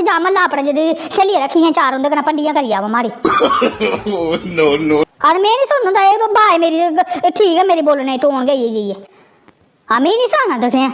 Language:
Dogri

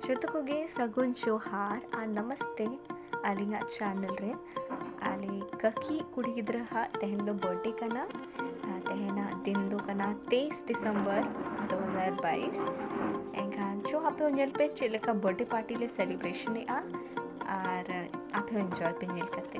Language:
Santali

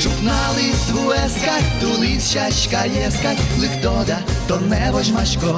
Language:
Udmurt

